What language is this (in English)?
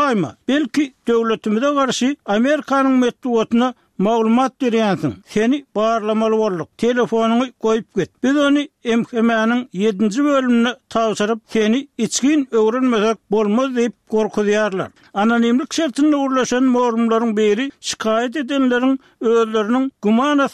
Turkmen